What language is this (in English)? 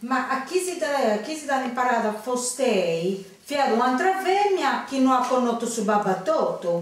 Sardinian